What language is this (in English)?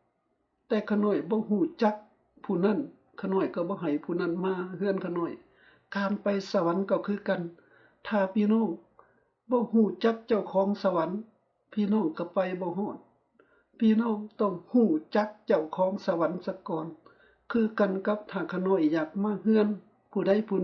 Lao